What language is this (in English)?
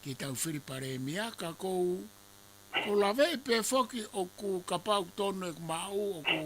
Tongan